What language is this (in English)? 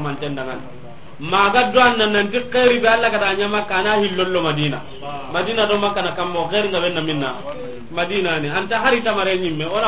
Soninke